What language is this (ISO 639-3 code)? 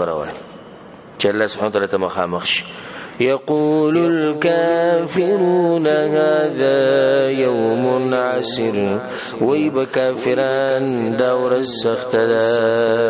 pus